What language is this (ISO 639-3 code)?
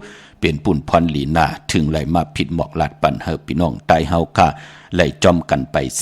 shn